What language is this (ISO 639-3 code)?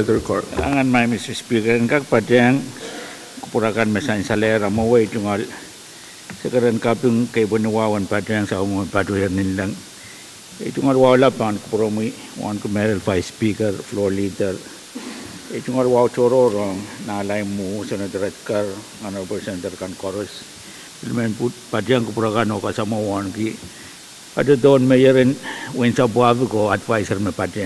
pon